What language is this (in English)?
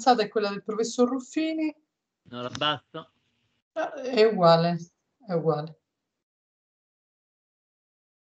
Italian